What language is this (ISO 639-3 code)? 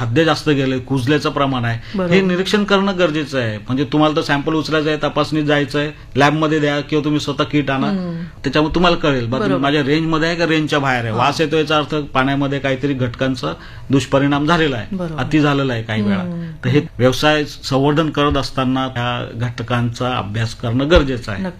mar